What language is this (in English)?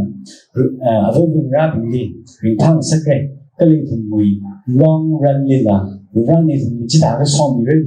Tangkhul Naga (India)